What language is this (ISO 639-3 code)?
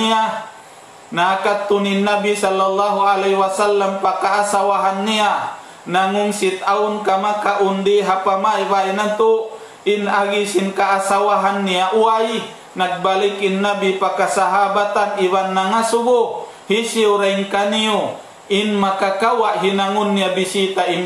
tsg